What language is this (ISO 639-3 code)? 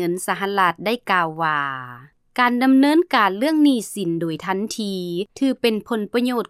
lao